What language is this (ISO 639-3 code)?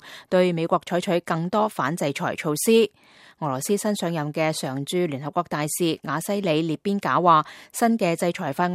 yue